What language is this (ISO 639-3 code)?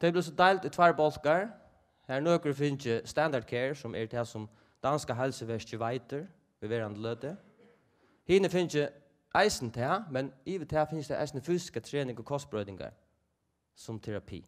fao